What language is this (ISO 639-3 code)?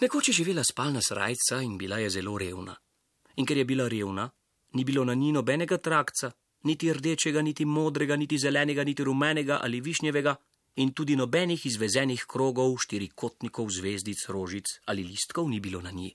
slv